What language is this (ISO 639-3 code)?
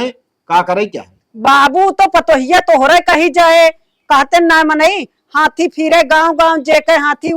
awa